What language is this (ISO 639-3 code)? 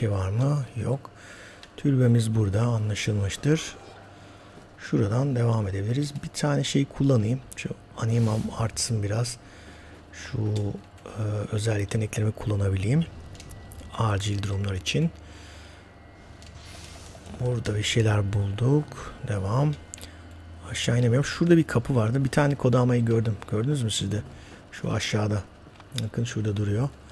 tur